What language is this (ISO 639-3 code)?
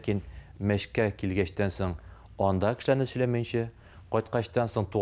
tat